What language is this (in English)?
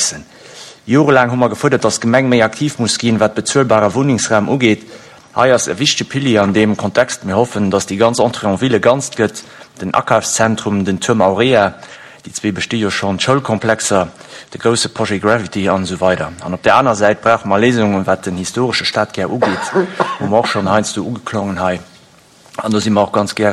Luxembourgish